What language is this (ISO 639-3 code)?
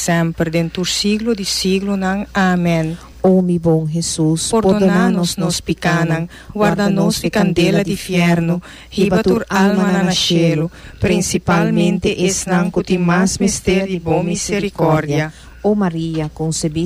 pap